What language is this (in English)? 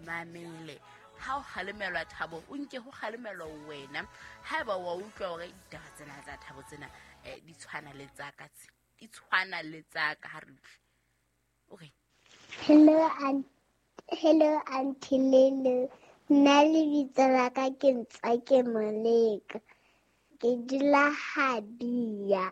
Southern Sotho